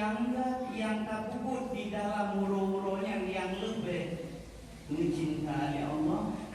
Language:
Achinese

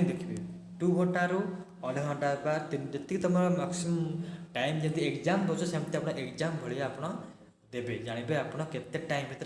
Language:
Odia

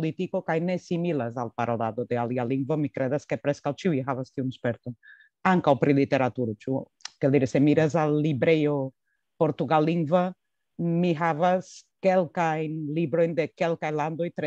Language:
Esperanto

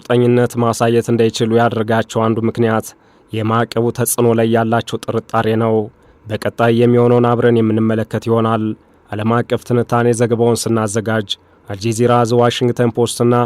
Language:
Amharic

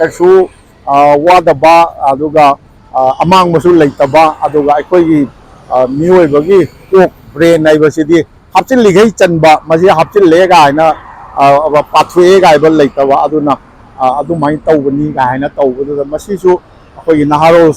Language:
Manipuri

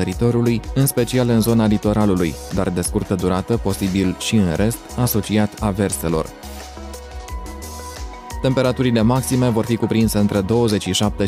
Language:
Romanian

